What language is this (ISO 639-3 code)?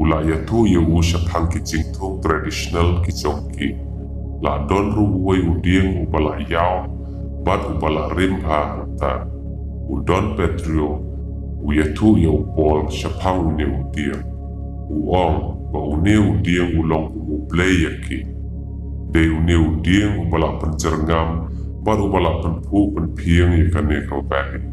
kha